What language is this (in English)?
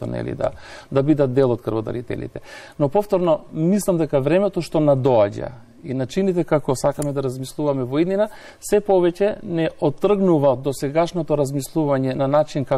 Macedonian